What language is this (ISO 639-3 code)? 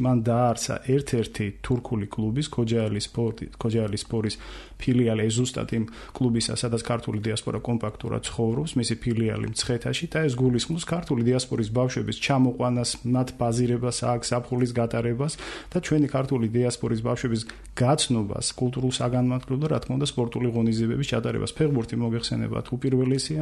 kat